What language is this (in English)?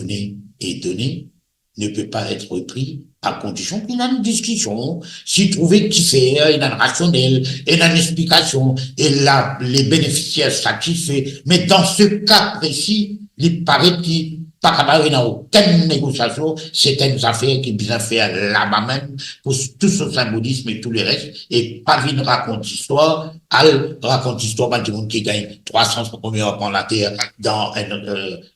Morisyen